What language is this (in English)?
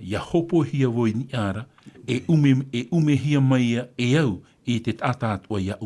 Tahitian